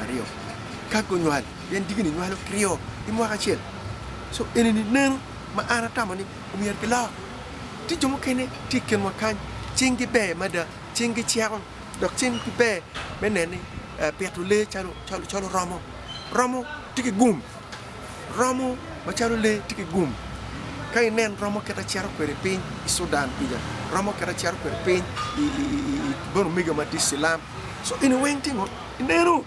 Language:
Acoli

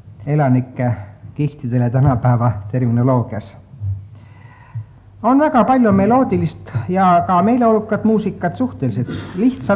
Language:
Estonian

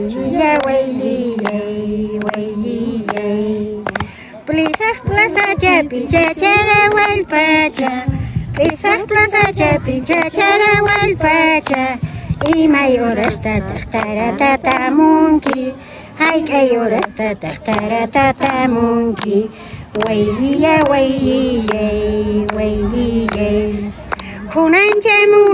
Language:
Quechua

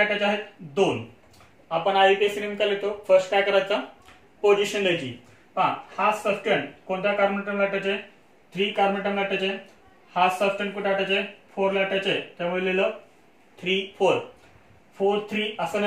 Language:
Marathi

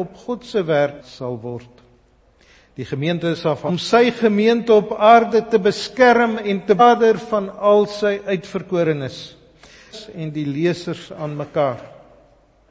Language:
Afrikaans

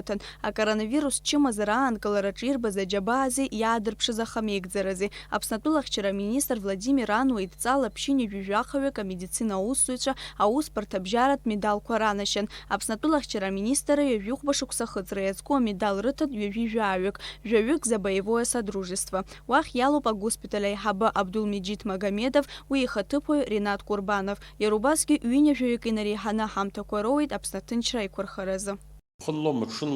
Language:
Abkhazian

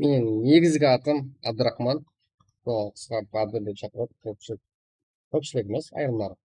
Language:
Kara-Kalpak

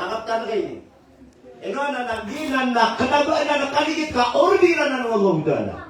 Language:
Maranao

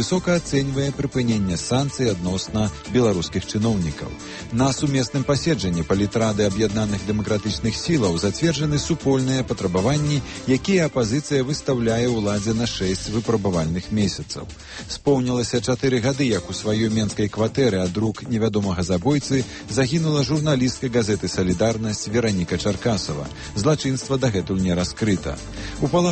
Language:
Belarusian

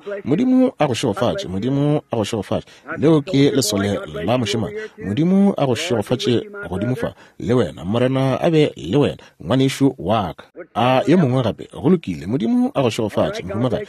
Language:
Northern Sotho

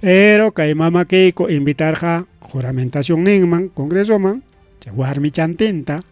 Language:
Ayacucho Quechua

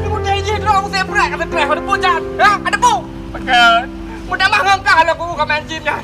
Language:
Achinese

